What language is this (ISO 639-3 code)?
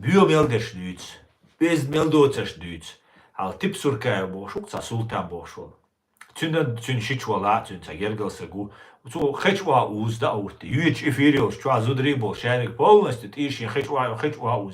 che